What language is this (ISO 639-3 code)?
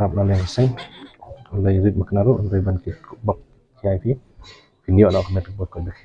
kha